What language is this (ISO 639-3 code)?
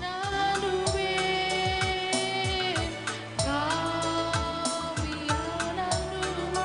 btx